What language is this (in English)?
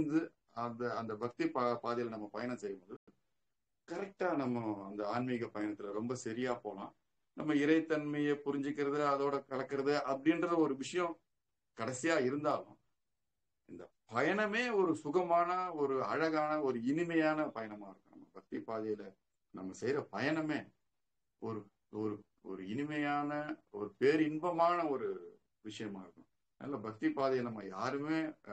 Tamil